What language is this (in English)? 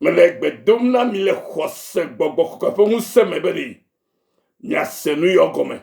Ewe